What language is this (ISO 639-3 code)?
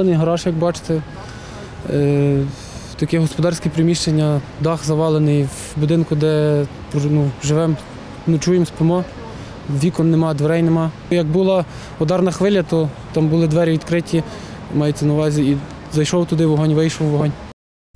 ukr